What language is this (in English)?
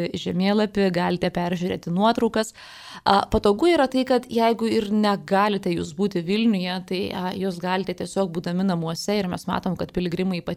Lithuanian